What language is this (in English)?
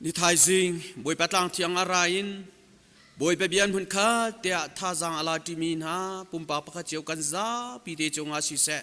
Hakha Chin